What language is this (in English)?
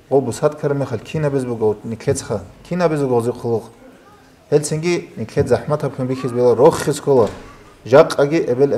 Avaric